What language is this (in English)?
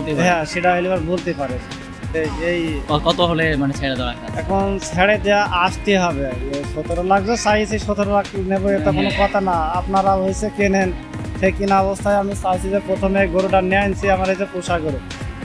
Bangla